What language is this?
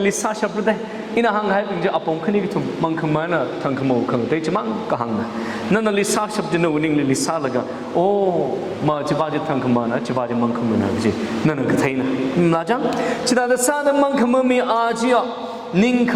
Tangkhul Naga (India)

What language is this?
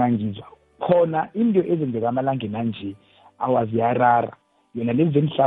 South Ndebele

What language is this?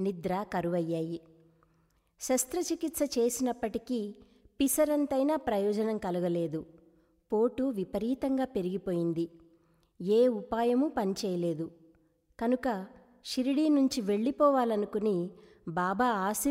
Telugu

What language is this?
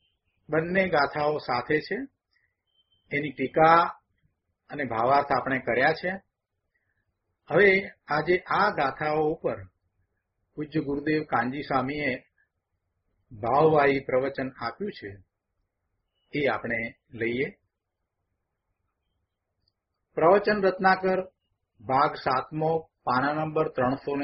Gujarati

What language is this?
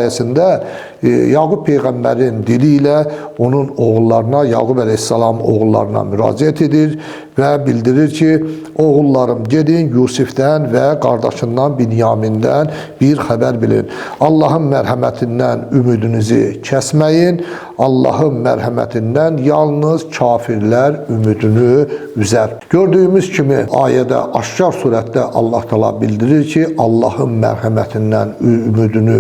Azerbaijani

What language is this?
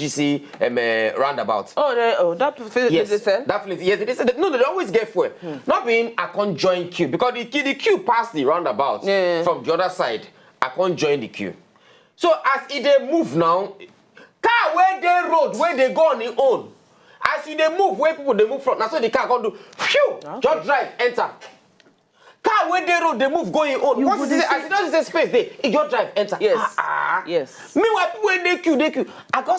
Nigerian Pidgin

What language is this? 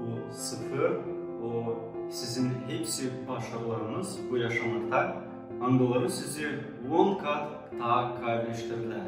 Gagauz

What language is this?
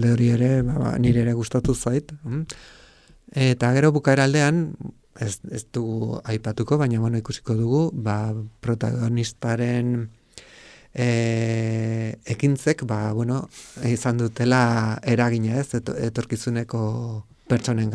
Basque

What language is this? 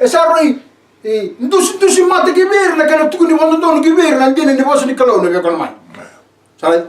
Fijian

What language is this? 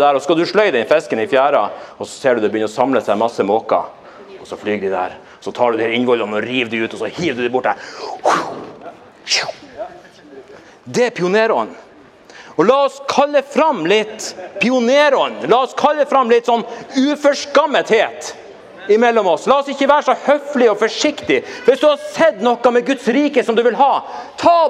Norwegian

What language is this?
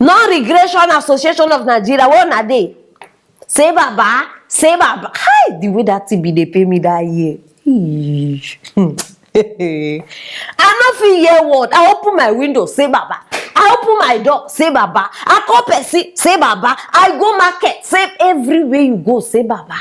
Nigerian Pidgin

